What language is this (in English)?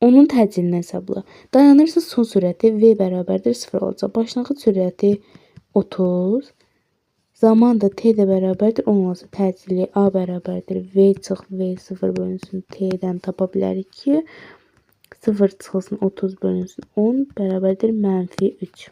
Azerbaijani